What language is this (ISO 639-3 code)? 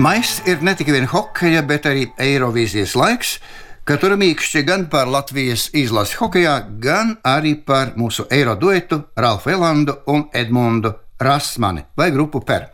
lav